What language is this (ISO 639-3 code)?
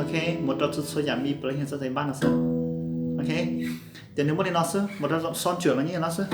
hmn